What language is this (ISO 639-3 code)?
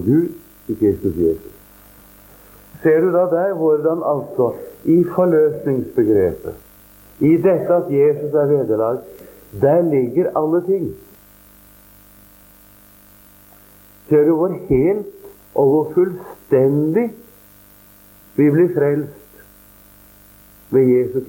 nor